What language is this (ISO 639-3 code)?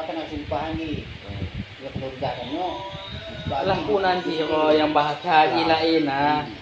ace